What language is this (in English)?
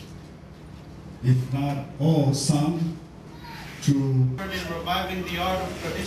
English